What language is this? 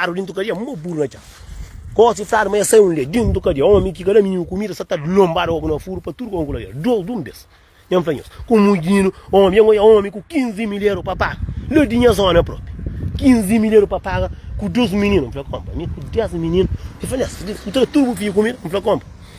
Kabuverdianu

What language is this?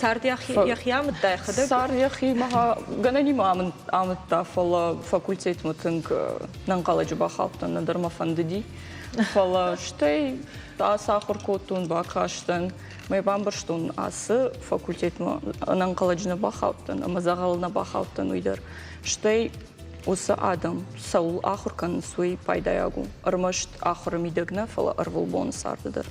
Ossetic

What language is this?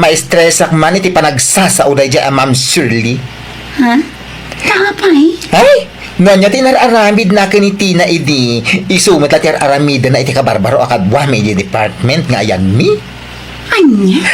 Iloko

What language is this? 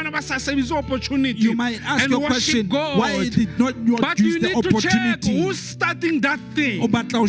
Southern Sotho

